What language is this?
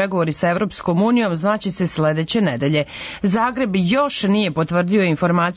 Serbian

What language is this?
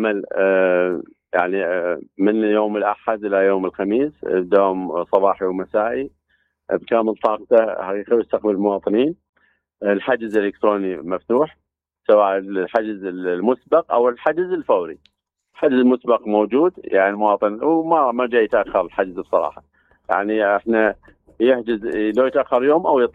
Mesopotamian Arabic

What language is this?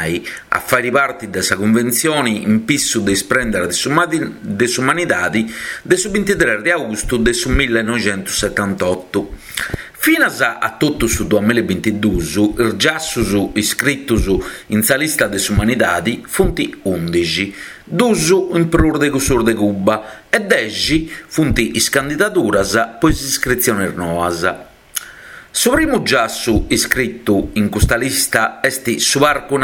Sardinian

